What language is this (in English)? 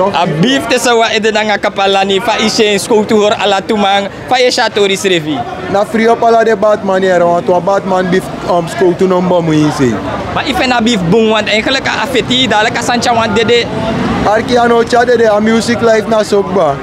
Sranan Tongo